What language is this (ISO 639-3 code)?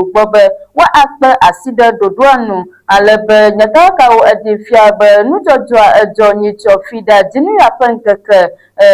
ewe